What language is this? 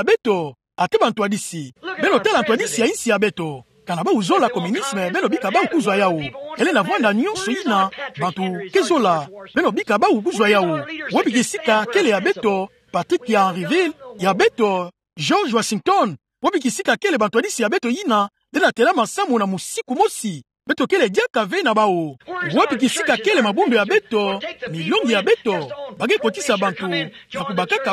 Kituba (Democratic Republic of Congo)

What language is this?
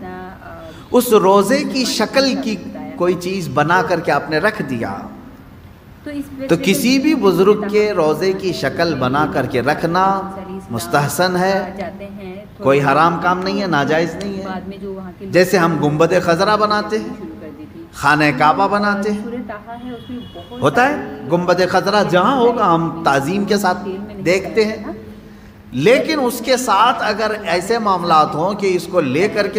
Urdu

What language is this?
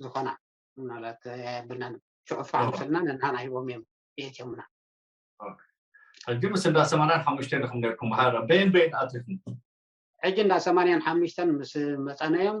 Tigrinya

